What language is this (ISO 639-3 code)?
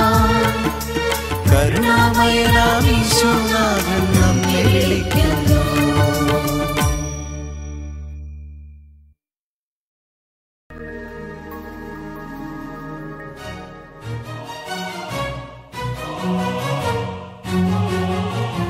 mal